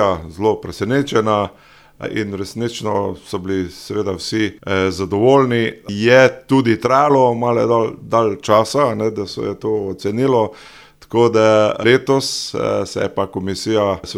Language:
Slovenian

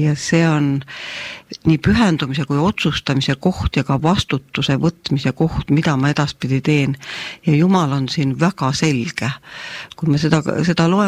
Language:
Estonian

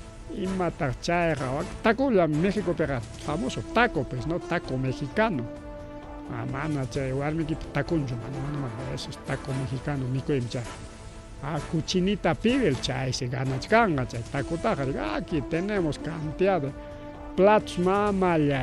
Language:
Ayacucho Quechua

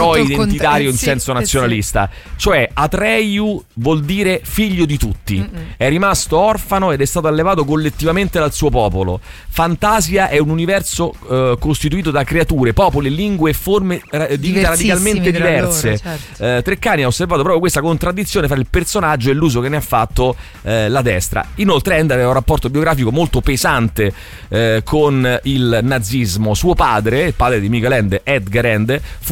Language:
Italian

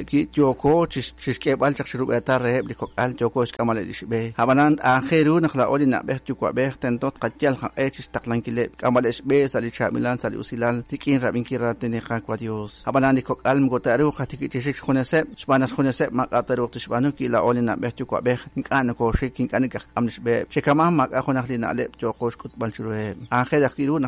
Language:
Kekchí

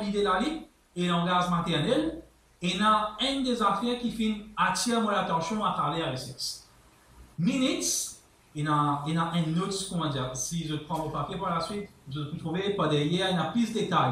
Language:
Morisyen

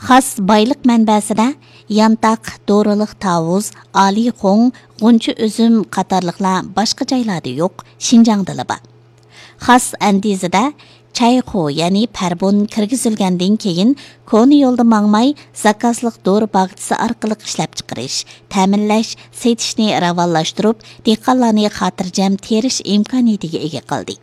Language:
Uyghur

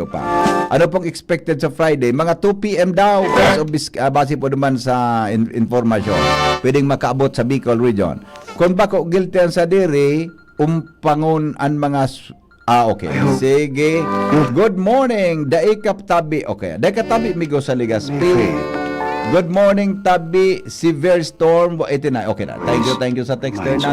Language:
Bikol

